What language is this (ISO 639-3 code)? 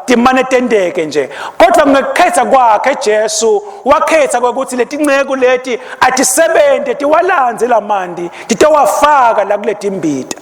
ssw